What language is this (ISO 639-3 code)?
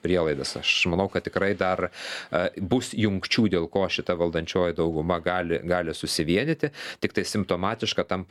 lit